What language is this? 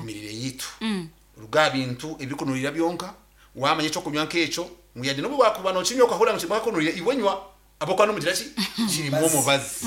Nyankole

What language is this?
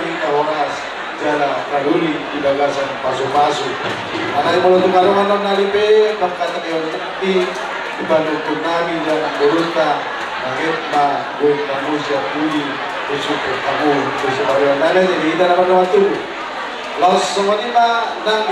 Batak Toba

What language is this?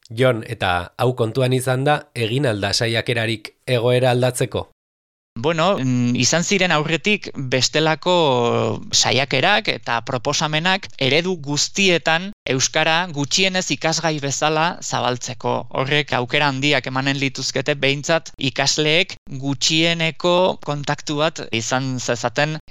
Basque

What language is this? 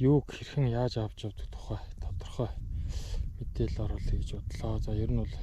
Mongolian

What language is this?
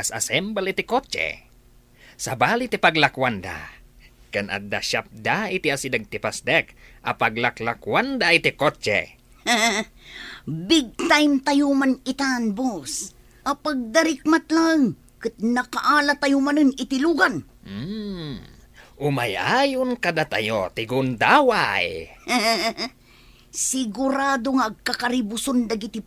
Iloko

